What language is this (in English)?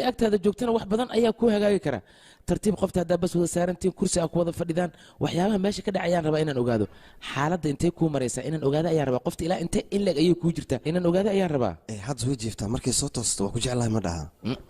Somali